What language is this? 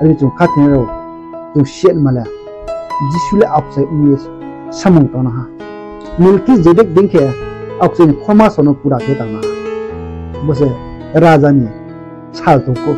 Riang (India)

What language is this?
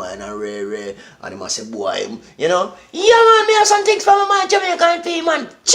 Jamaican Creole English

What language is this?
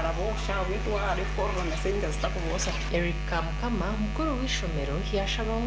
Nyankole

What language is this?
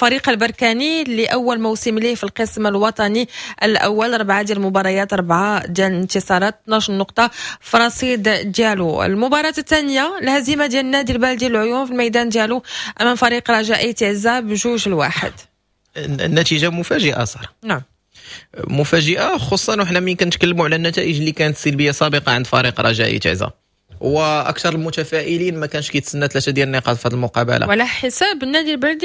Moroccan Arabic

